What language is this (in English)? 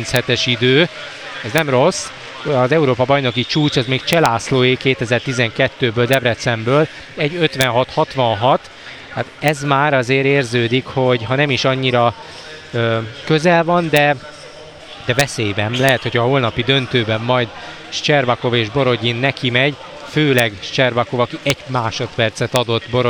Hungarian